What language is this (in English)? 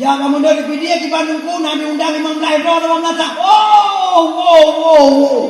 Achinese